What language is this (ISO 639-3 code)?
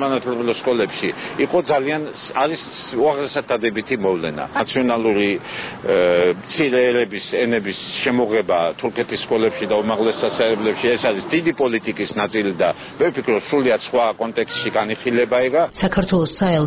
kat